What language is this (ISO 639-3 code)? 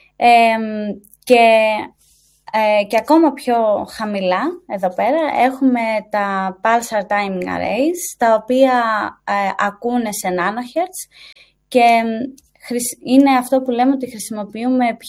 ell